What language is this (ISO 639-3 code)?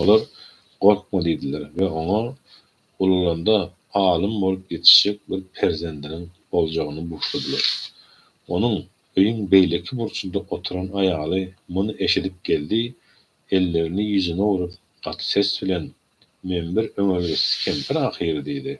tuk